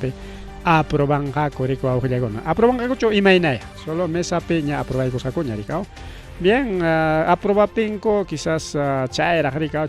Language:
Ayacucho Quechua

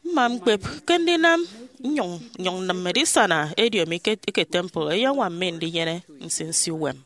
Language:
Efik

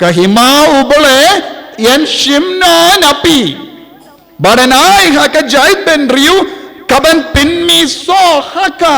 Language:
Khasi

